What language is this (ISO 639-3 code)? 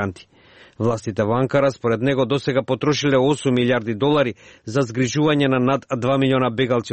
mkd